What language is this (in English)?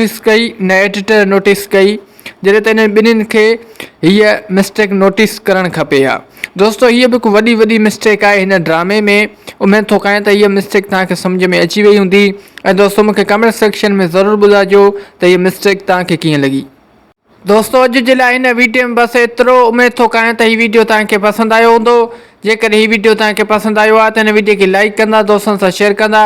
Sindhi